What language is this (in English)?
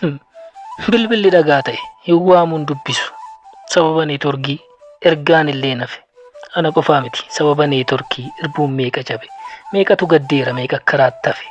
Oromo